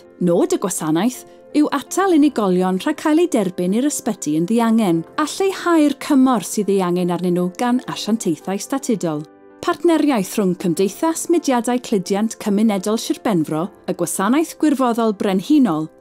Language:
Welsh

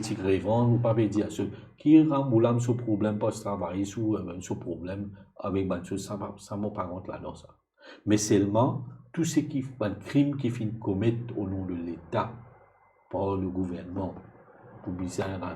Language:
Morisyen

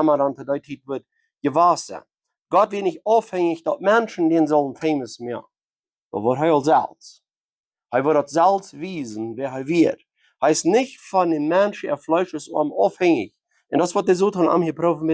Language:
Plautdietsch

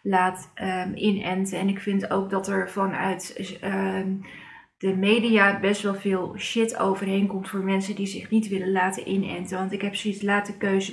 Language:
Dutch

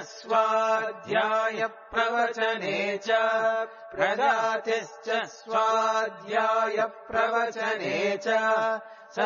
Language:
Sanskrit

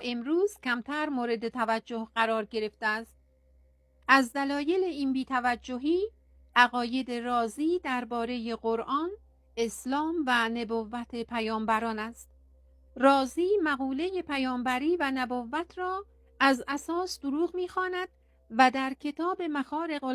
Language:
Persian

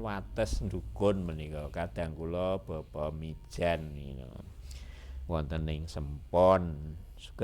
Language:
Javanese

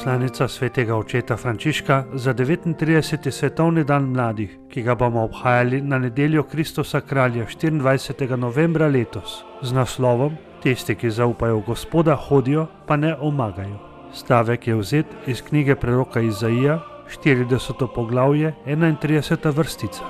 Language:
Slovenian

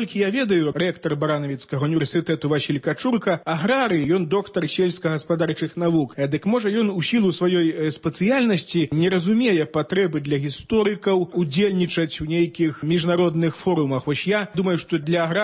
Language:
Belarusian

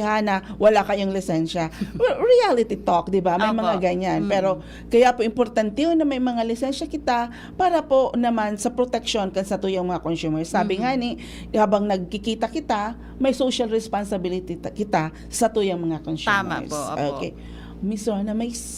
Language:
Bikol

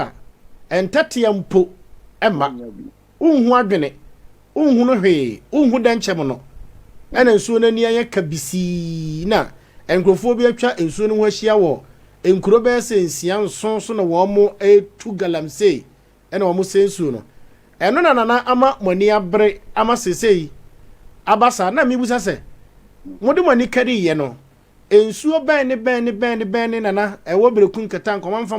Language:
Akan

